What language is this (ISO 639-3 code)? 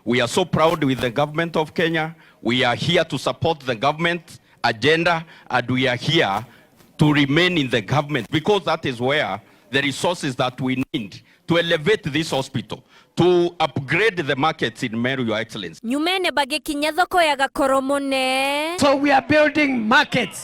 mer